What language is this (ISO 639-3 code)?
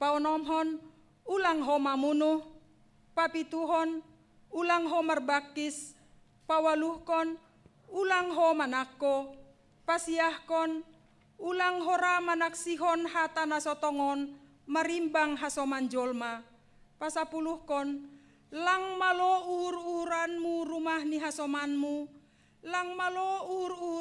bts